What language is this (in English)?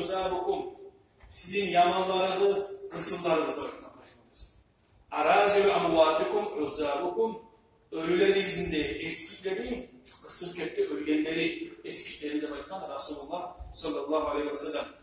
Kumyk